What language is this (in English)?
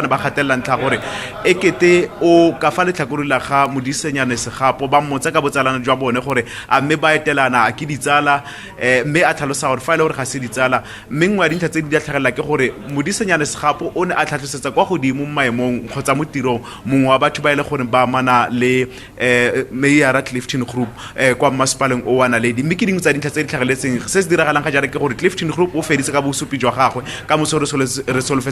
Tswana